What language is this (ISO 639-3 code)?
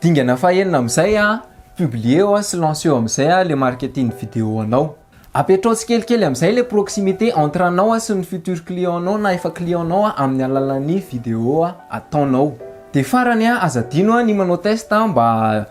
mlg